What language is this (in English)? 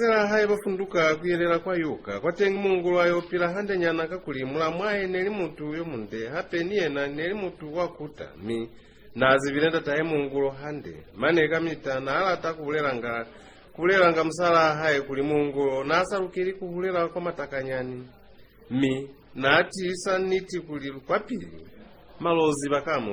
Lozi